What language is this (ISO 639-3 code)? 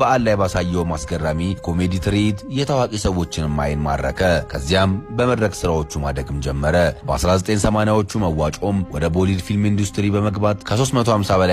amh